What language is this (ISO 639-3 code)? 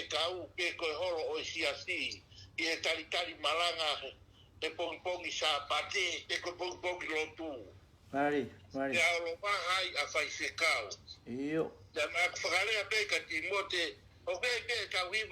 ton